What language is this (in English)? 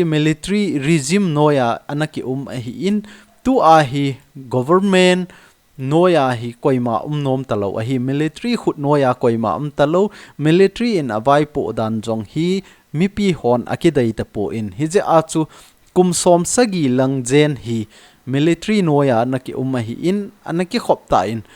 Thado Chin